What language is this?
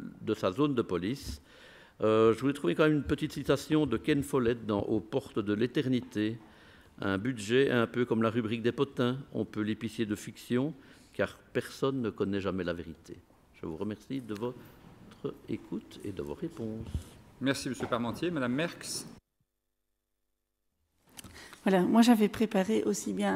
French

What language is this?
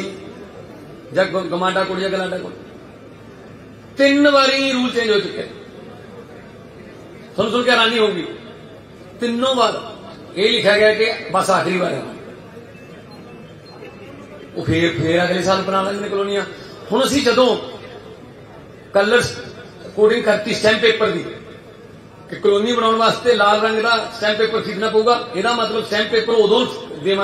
Punjabi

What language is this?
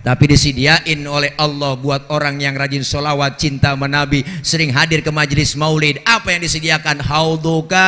Betawi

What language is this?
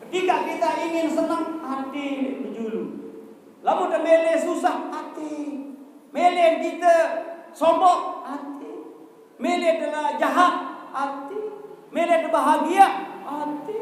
Sasak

